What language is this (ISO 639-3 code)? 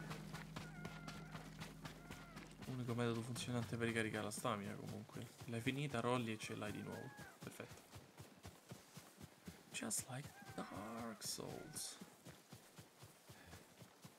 ita